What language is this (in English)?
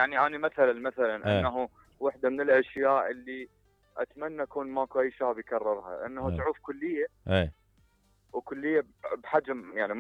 Mesopotamian Arabic